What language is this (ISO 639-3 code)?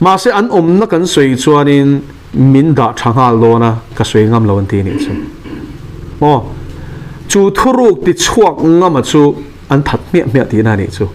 lus